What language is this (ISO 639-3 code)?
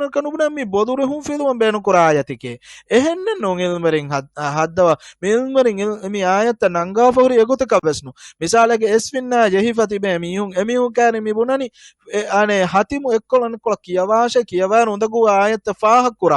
div